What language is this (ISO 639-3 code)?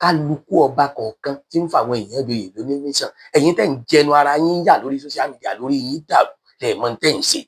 yor